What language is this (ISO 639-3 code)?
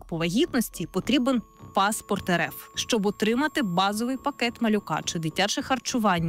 ukr